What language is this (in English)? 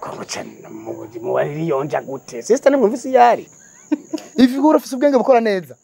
Rundi